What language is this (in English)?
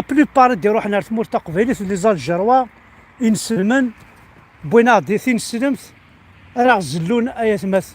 Kabyle